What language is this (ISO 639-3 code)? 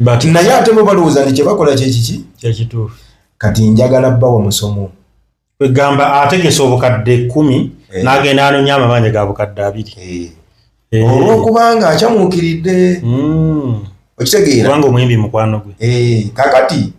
lug